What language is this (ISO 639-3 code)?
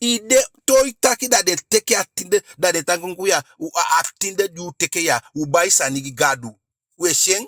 djk